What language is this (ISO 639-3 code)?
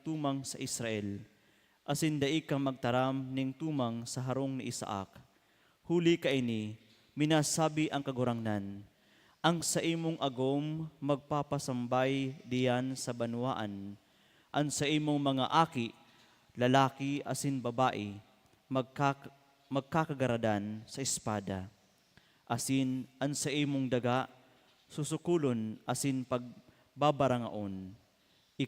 bik